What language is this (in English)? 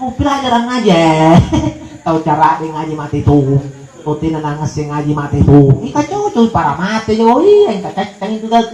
Makasar